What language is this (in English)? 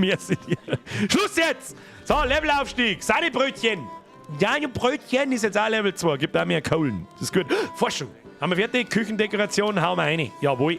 Bavarian